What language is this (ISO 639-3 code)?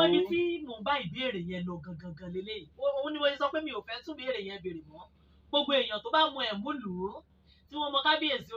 yor